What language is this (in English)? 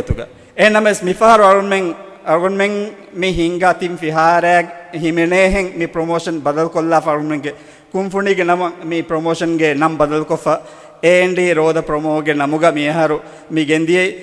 Divehi